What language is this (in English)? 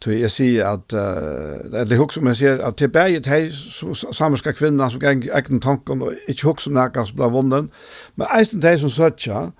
Faroese